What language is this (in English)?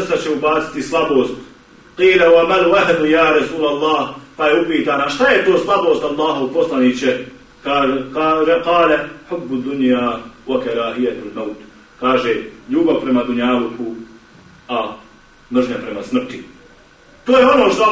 Bosnian